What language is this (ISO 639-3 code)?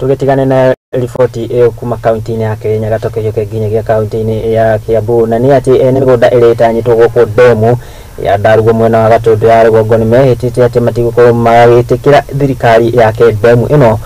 kik